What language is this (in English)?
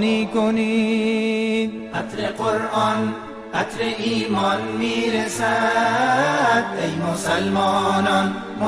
Persian